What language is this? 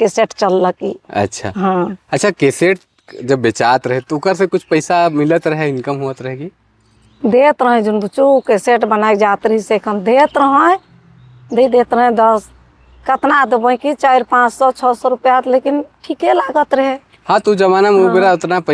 Sadri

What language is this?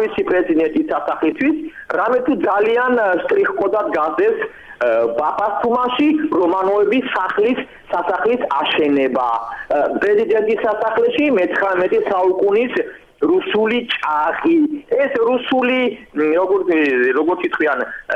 Georgian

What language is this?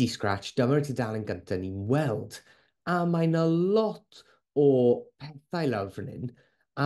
Welsh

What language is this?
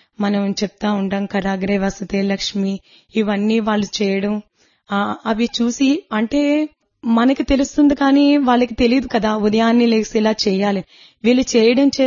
Telugu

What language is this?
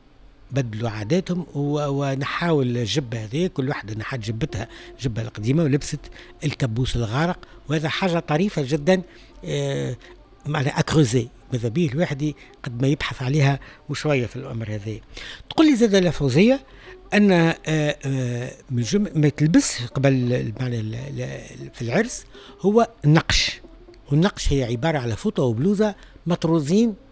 Tunisian Arabic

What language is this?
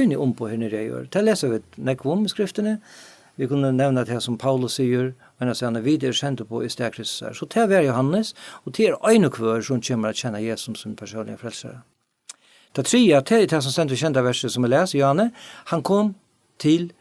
Faroese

